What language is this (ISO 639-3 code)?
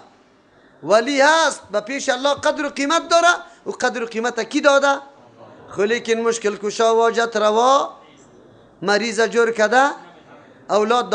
fas